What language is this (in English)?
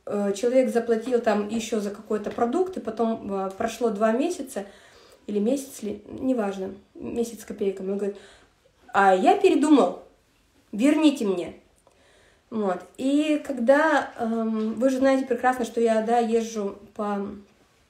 Russian